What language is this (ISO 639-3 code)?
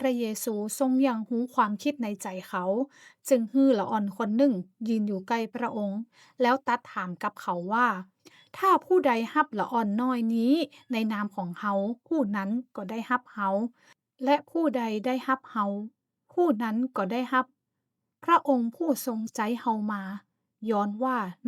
nod